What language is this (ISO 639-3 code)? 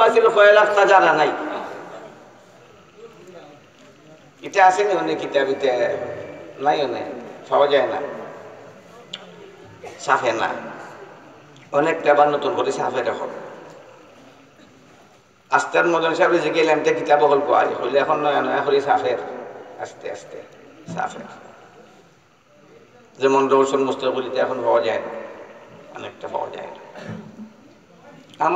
syl